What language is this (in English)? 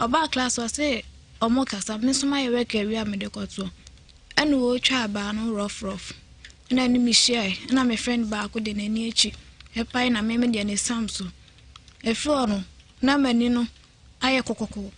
Akan